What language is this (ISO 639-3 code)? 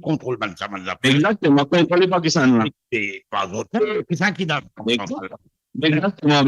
mfe